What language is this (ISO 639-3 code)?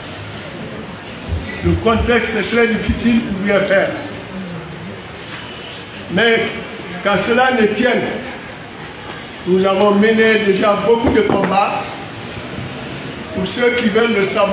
fra